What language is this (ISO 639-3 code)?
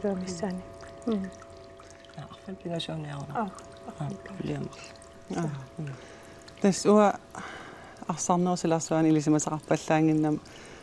kal